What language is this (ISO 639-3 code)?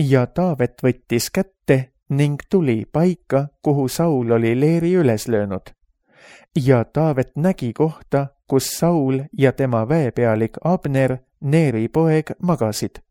est